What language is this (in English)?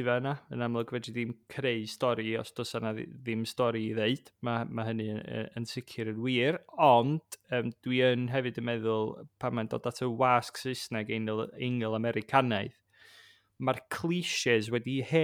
Welsh